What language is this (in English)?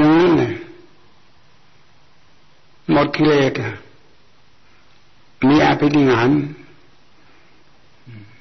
Thai